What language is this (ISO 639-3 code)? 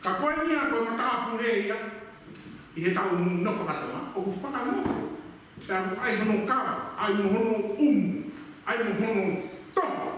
ton